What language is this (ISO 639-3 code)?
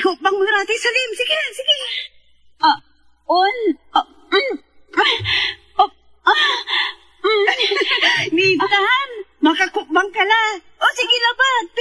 pag